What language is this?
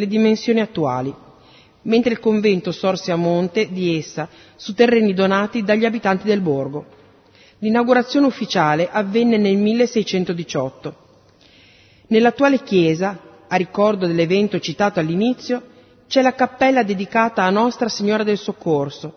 Italian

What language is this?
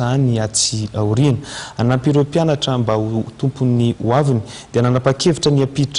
Malagasy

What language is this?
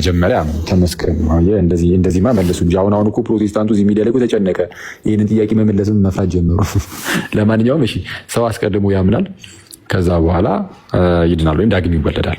Amharic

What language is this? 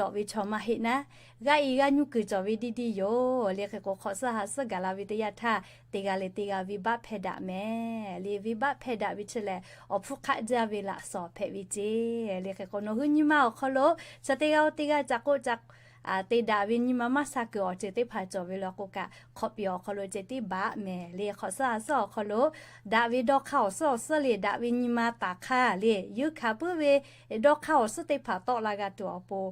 Lahu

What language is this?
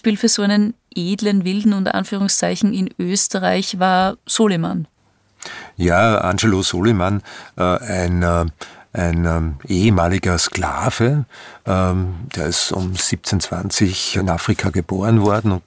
German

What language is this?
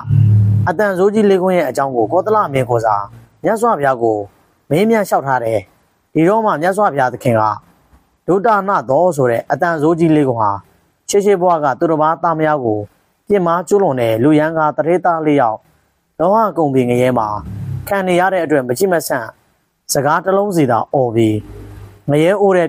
Burmese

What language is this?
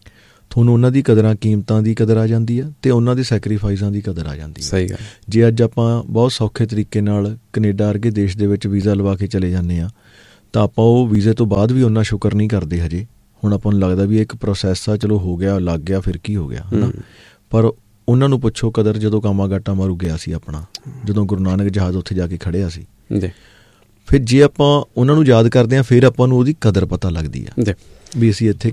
Punjabi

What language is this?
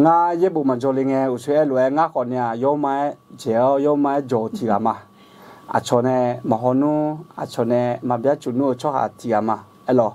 Akha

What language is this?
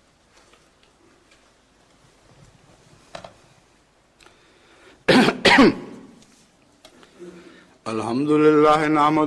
Urdu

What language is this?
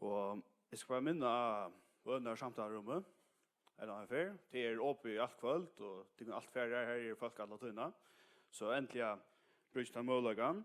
Faroese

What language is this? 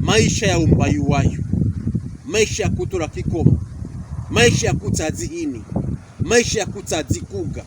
Pokomo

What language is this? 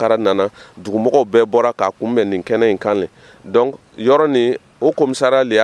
Dyula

